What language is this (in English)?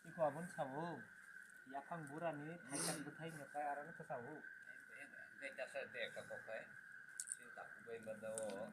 Kok Borok